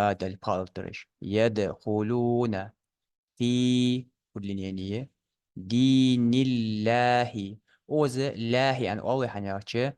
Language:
Ingush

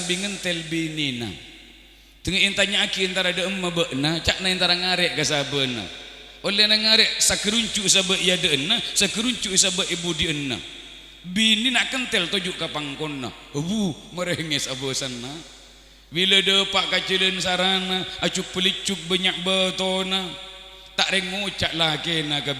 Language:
Madurese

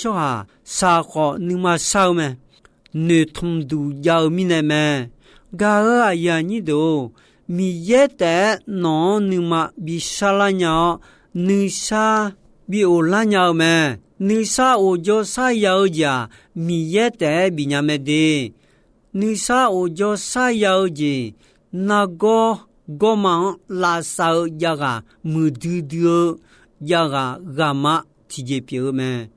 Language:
Akha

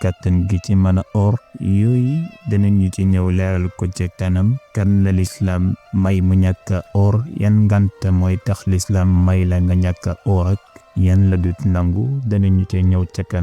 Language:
Wolof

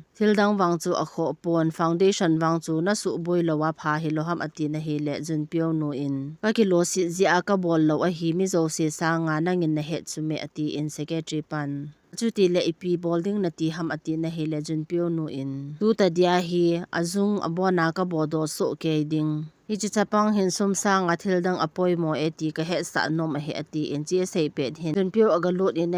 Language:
Thado Chin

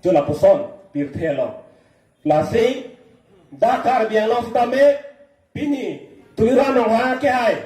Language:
Karbi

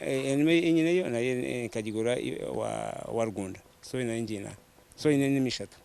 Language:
Nyankole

